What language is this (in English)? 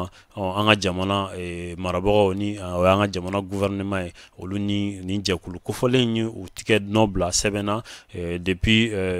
Bambara